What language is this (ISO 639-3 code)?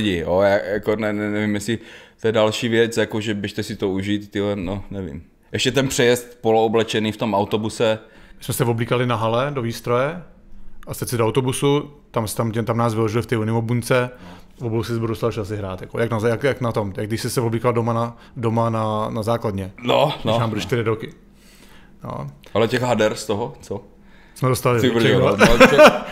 ces